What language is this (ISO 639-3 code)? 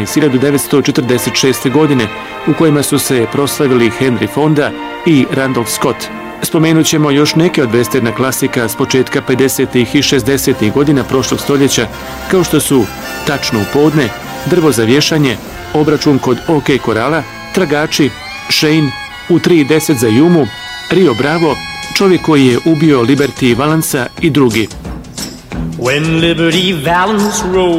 bos